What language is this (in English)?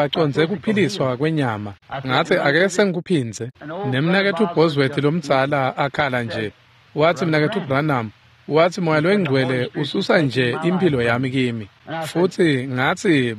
Swati